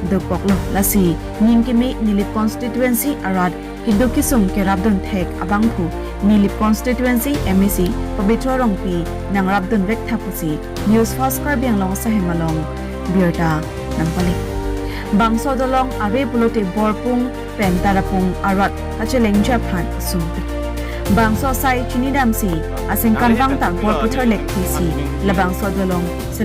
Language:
Karbi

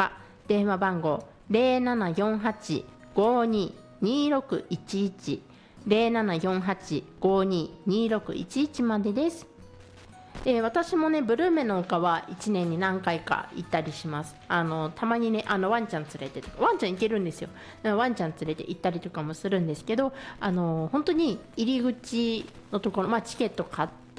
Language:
Japanese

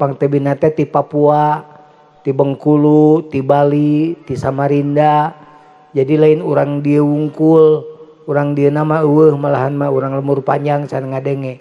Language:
Sundanese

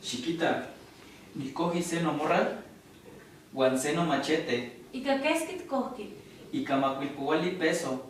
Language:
Eastern Huasteca Nahuatl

